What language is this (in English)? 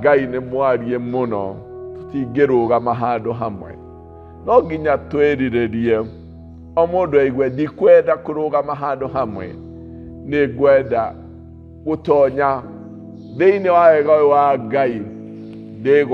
Kikuyu